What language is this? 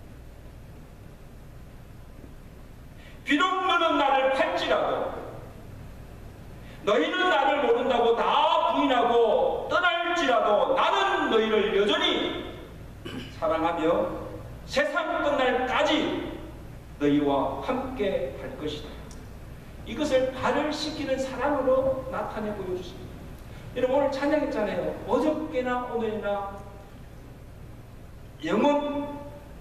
Korean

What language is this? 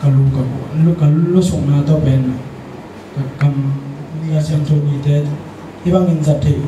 Tedim Chin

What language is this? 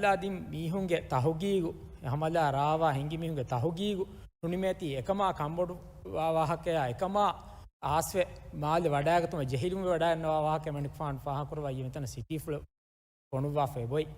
Divehi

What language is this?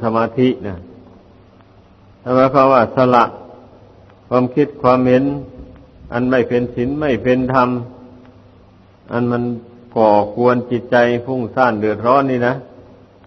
Thai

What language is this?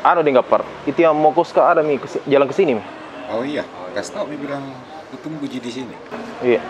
Makassar Malay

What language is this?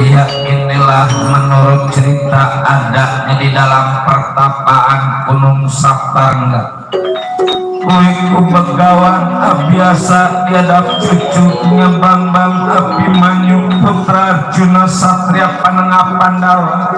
Betawi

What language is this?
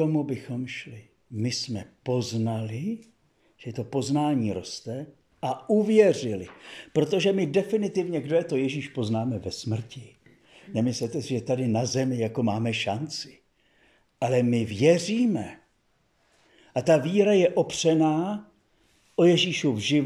Czech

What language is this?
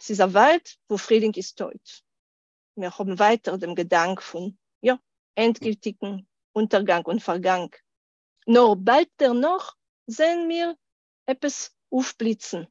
Yiddish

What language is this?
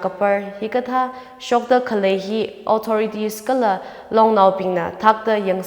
Tangkhul Naga (India)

